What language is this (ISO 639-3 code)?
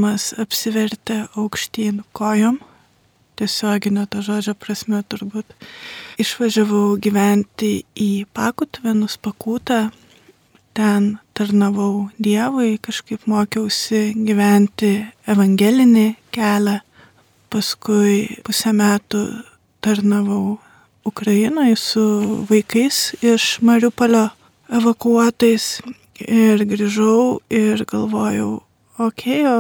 lit